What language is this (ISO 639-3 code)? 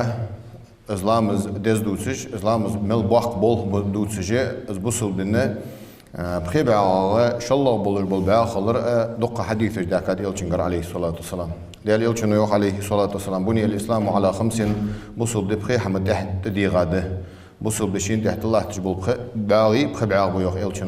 inh